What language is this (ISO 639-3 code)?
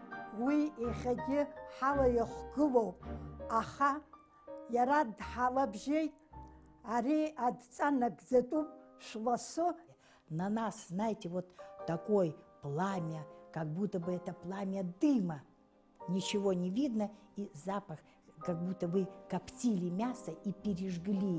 abk